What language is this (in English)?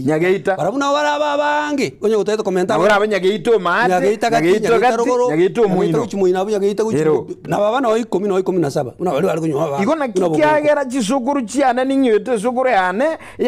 Gusii